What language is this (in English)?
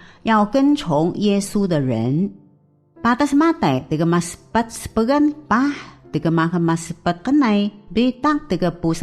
Taroko